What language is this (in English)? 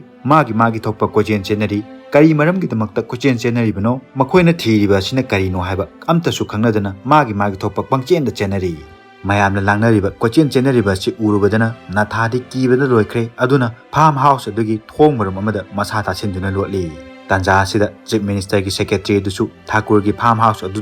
Manipuri